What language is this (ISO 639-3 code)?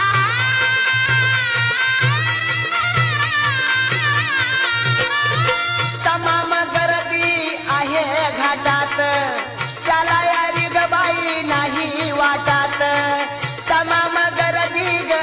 mar